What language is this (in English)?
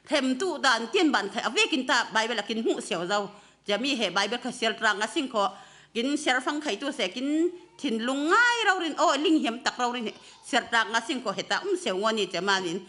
Falam Chin